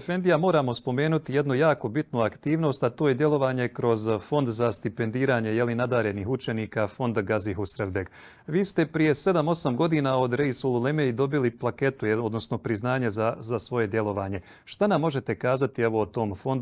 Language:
Bosnian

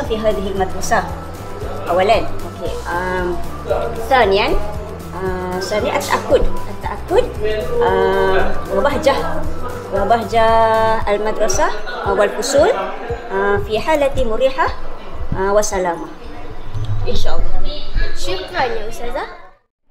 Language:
Malay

